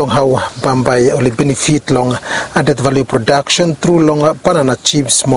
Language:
Bislama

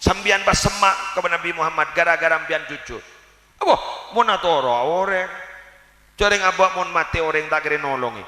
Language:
Madurese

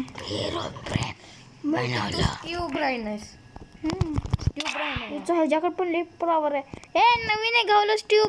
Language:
Marathi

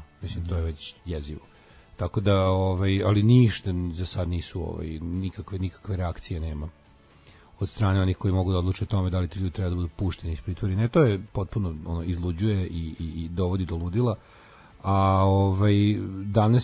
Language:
Serbian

